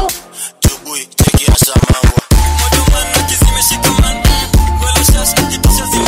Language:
Swahili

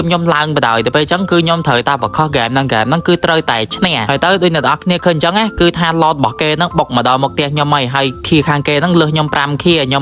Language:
Khmer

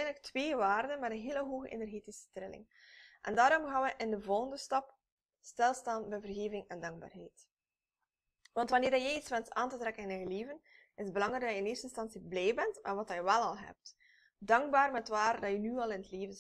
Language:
Dutch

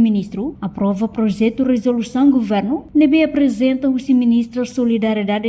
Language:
Tetum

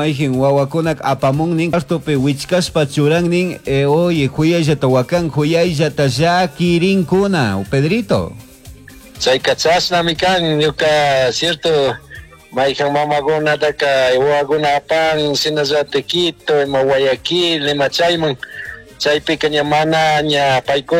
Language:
Chimborazo Highland Quichua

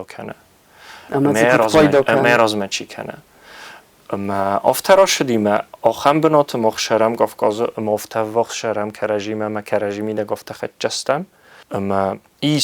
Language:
Ossetic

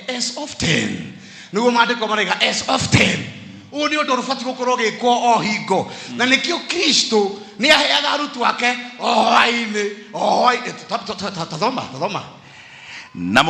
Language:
Kikuyu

